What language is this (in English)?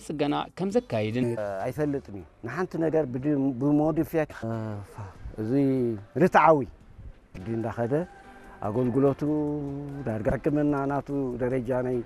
Tigrinya